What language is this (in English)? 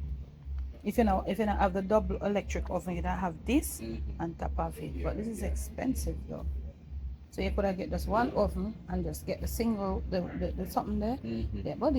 Jamaican Creole English